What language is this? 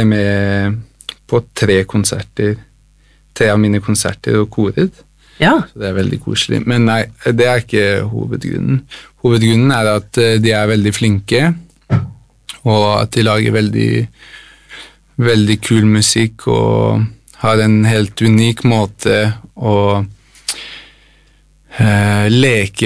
Norwegian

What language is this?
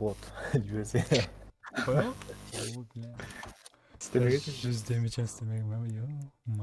Kara-Kalpak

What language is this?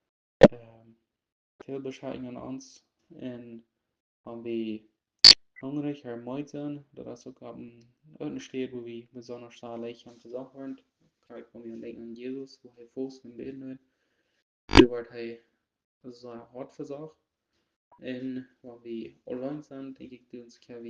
Plautdietsch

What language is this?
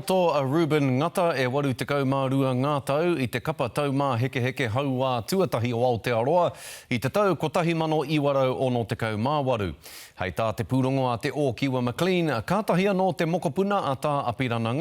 Māori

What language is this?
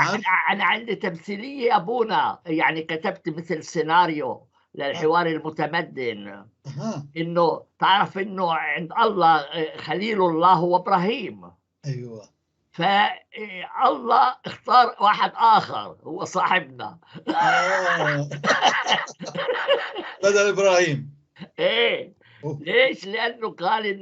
North Levantine Arabic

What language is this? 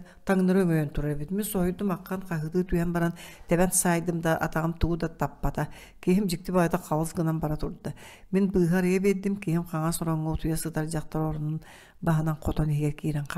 Yakut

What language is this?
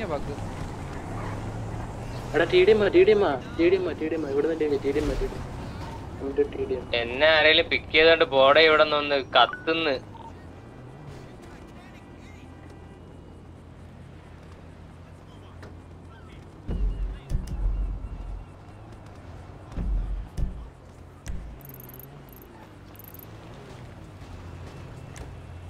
Malayalam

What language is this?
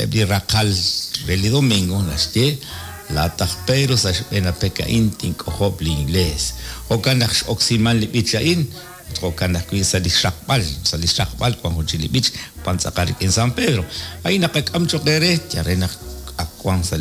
Kekchí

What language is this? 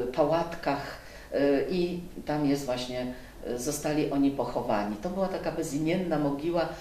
Polish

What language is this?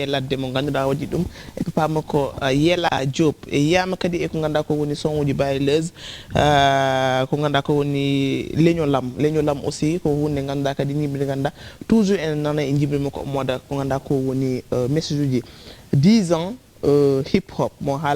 Fula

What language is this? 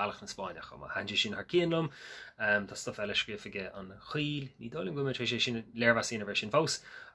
Irish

